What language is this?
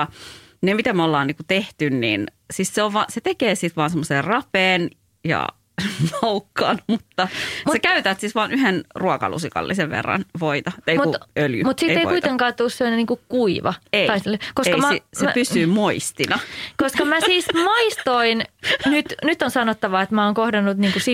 Finnish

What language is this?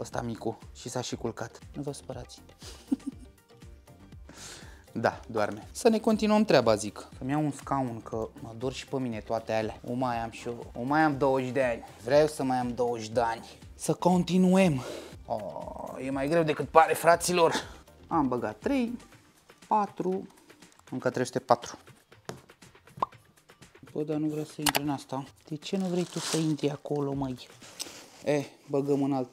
Romanian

